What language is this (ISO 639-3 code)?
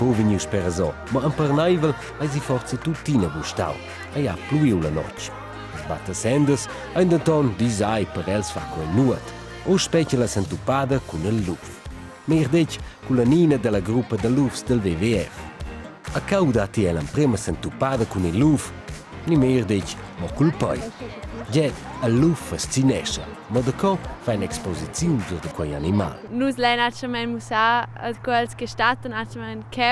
roh